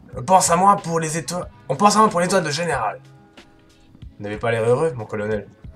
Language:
French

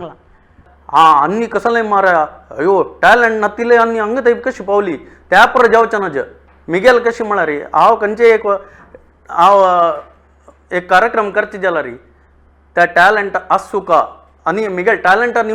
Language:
Konkani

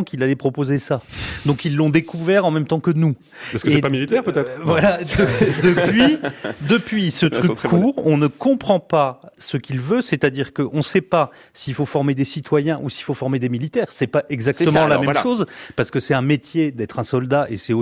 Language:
French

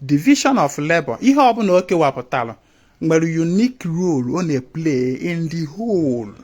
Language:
Igbo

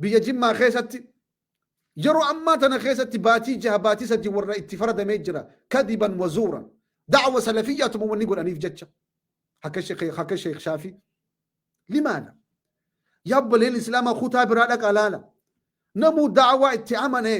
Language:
Oromo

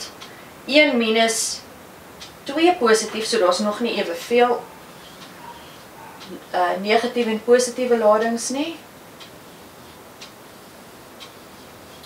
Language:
Afrikaans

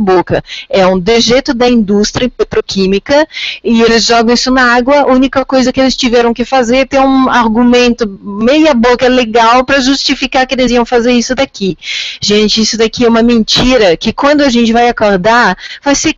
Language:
Portuguese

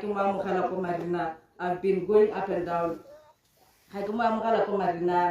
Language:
Tswana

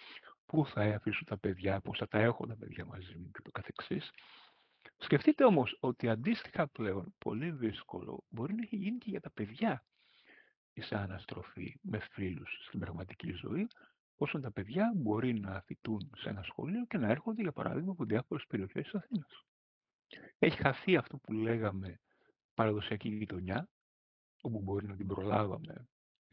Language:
Greek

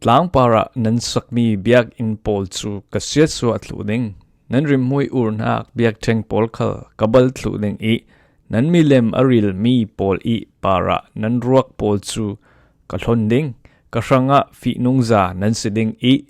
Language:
Falam Chin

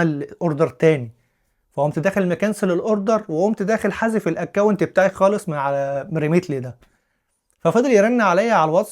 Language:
Egyptian Arabic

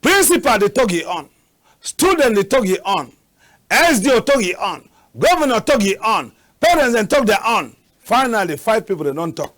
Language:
Cameroon Pidgin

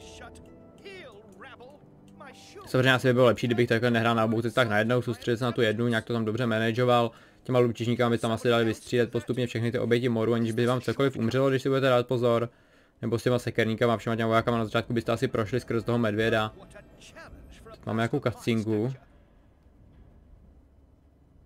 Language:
Czech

